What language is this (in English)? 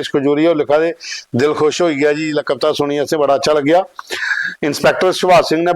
Dogri